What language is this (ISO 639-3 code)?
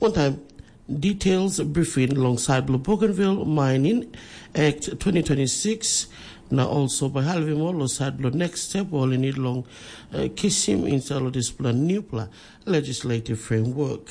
tpi